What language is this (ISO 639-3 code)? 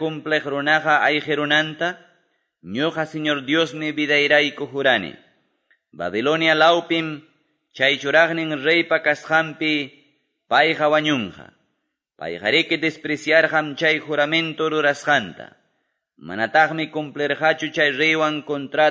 que